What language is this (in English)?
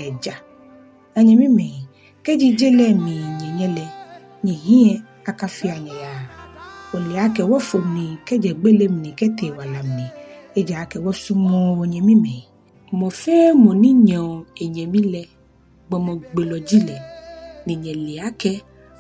Ga